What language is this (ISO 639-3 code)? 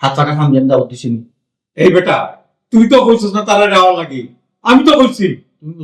syl